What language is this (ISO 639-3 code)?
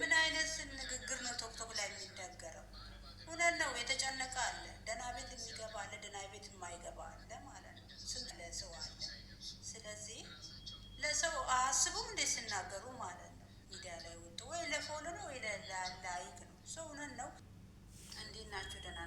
amh